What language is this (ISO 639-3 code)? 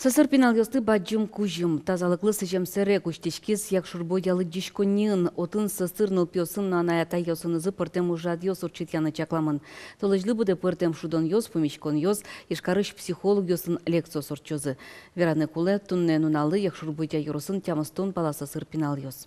udm